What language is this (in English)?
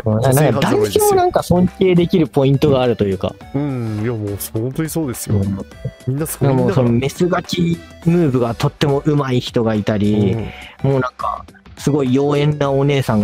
Japanese